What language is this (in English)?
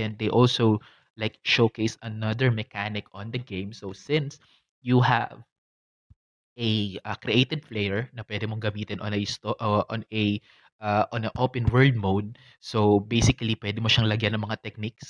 Filipino